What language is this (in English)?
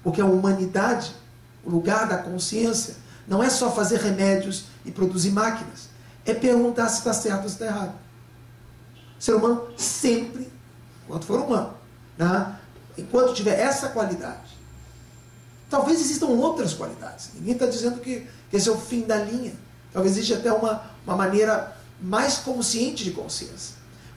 Portuguese